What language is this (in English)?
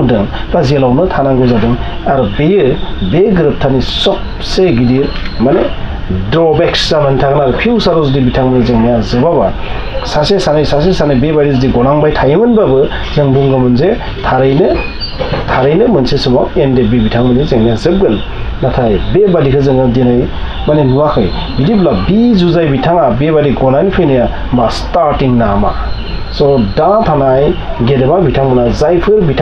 Bodo